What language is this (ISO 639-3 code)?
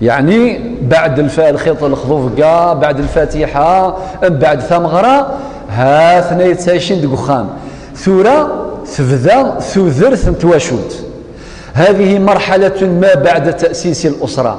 kab